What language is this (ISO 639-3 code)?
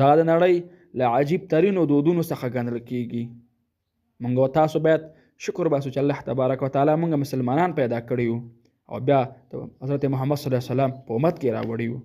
pus